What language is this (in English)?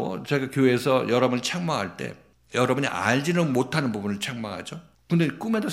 Korean